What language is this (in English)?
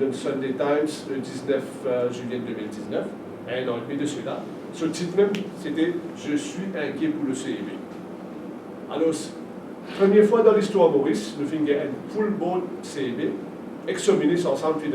Morisyen